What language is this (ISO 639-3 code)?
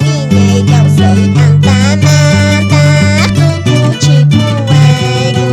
que